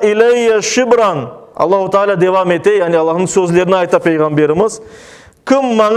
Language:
Crimean Tatar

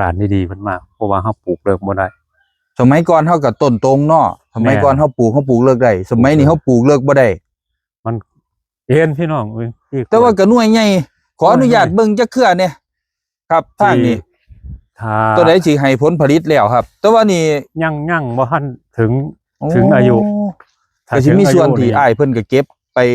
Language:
Northeastern Thai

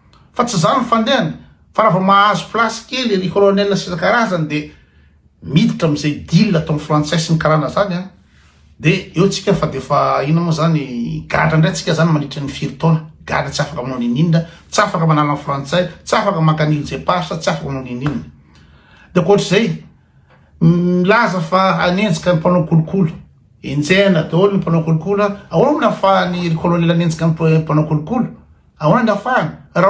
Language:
Malagasy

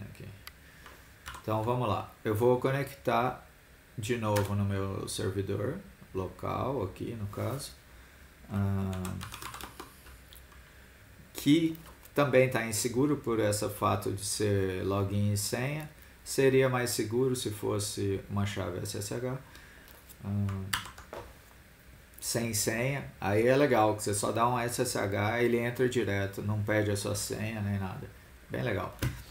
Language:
Portuguese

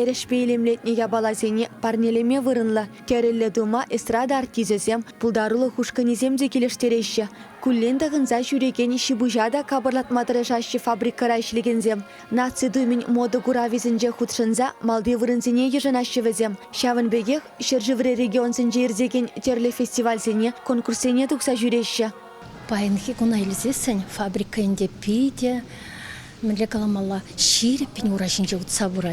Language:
Chuvash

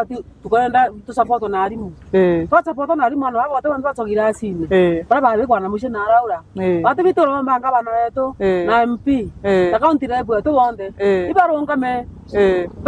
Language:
Meru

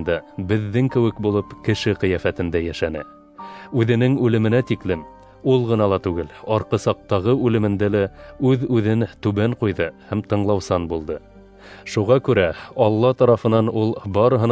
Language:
Bashkir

